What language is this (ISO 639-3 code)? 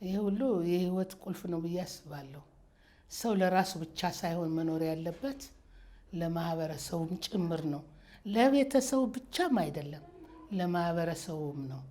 amh